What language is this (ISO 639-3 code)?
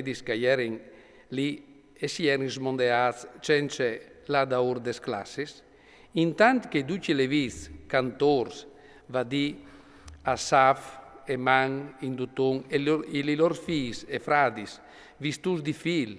fur